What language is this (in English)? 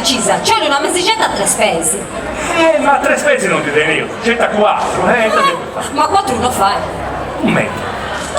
Sardinian